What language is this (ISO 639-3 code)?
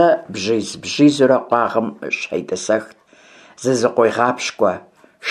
kbd